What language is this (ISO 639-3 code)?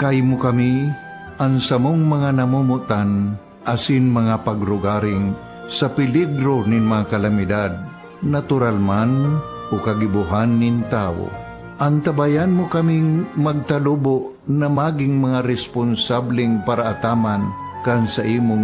bik